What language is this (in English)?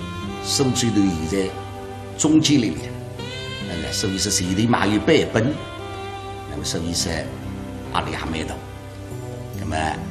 Wu Chinese